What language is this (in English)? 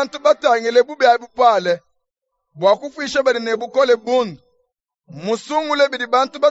Luba-Lulua